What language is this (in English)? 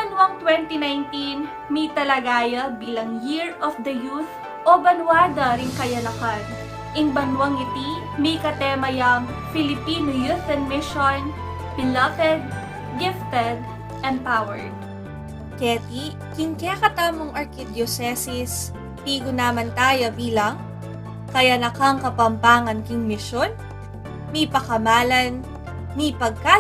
Pampanga